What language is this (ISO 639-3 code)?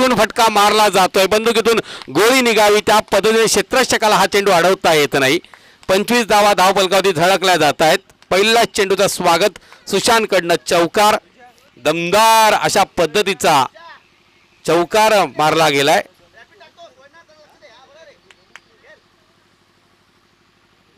mar